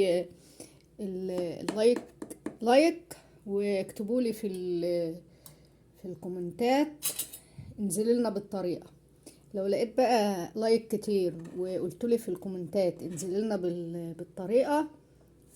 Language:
Egyptian Arabic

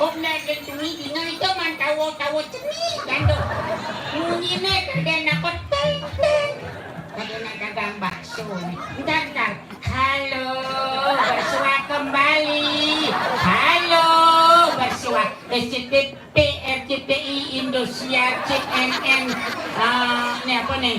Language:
Balinese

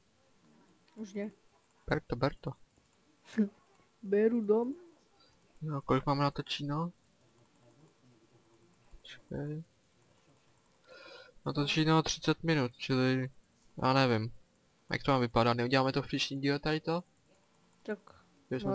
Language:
Czech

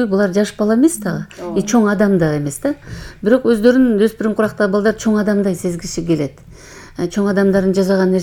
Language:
Kyrgyz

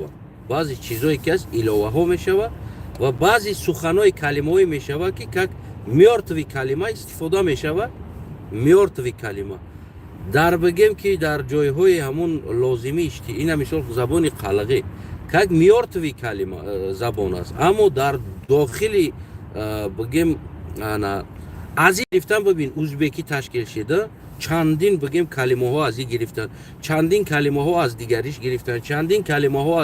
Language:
Tajik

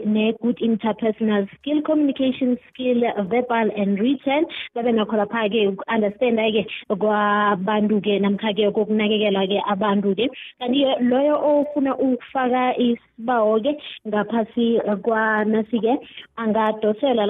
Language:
South Ndebele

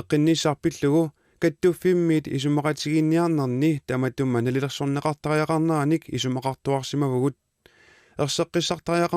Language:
Kalaallisut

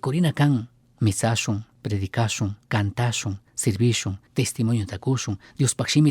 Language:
Chimborazo Highland Quichua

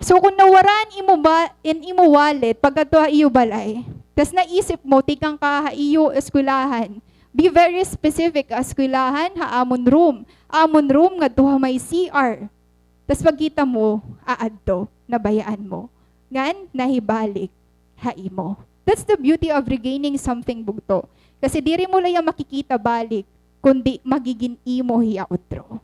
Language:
Waray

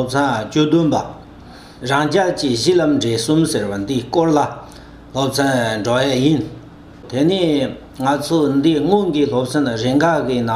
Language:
Tibetan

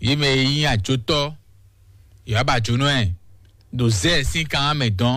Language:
Fon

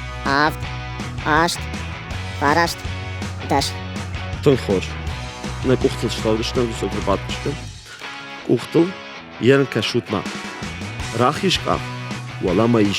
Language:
Ossetic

